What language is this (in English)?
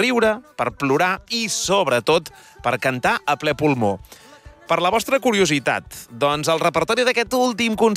Catalan